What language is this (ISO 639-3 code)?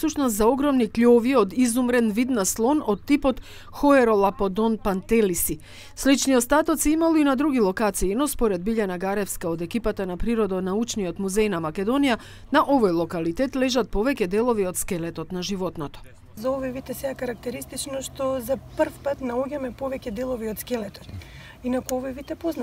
mkd